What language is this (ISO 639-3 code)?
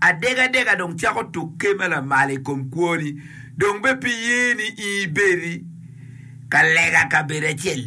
ach